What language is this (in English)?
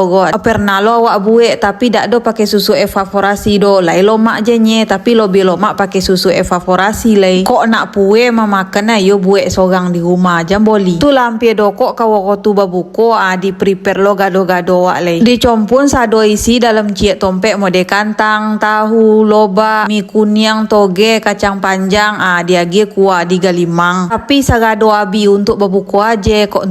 Minangkabau